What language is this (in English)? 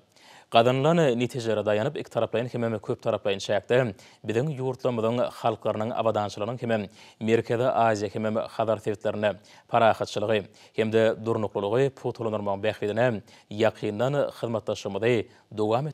Turkmen